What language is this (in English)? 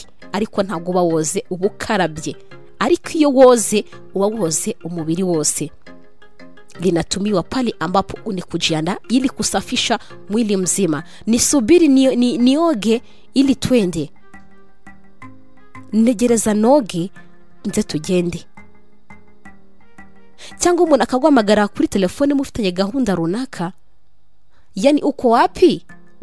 Kinyarwanda